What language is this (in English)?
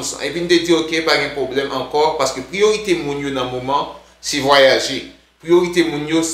Haitian Creole